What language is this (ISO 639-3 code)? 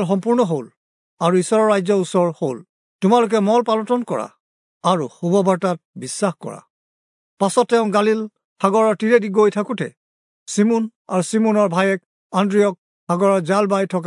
asm